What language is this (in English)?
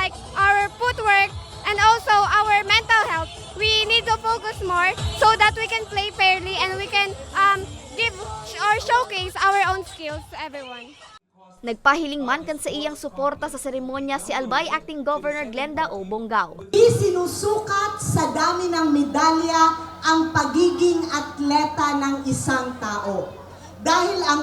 Bikol